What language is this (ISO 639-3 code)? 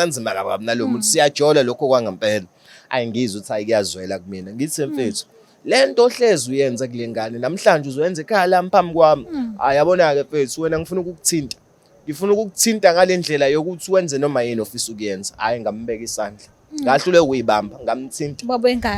zul